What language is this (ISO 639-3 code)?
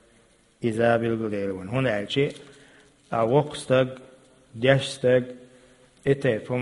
che